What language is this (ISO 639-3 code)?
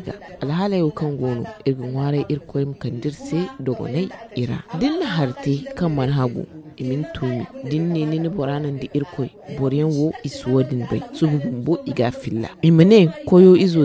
dje